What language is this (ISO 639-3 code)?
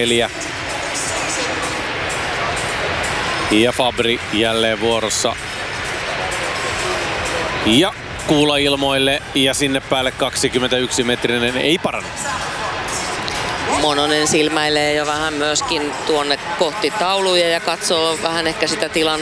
fin